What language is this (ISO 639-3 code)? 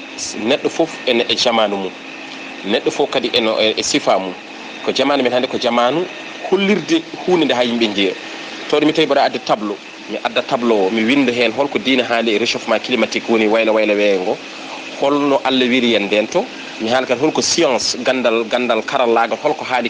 ful